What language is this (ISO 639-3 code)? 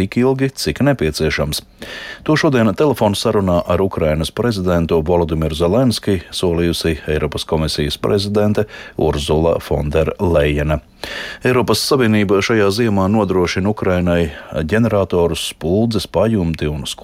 lav